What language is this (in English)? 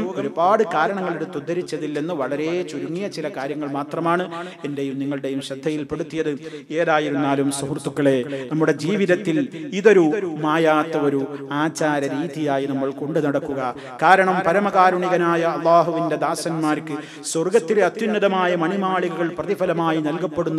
Malayalam